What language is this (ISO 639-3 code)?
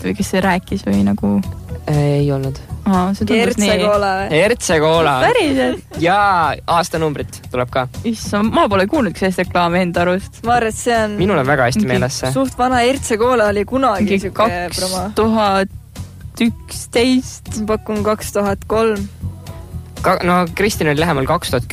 est